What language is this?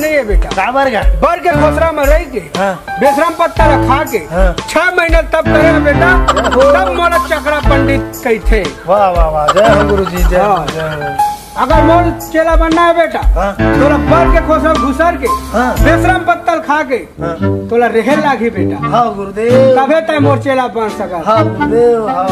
Chhattisgarhi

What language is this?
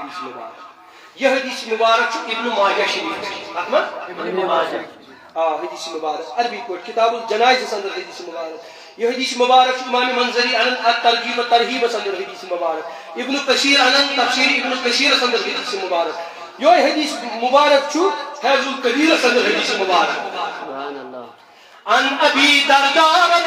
Kashmiri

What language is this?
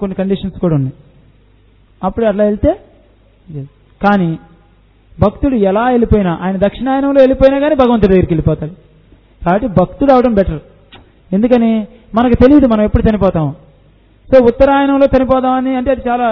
Telugu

